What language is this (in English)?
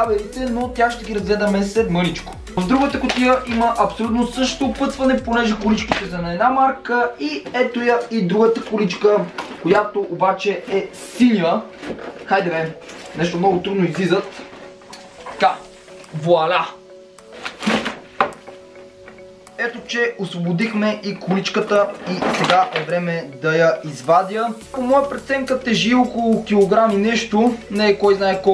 Bulgarian